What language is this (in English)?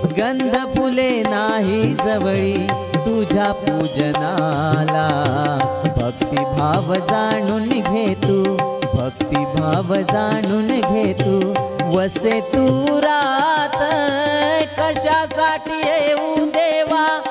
Marathi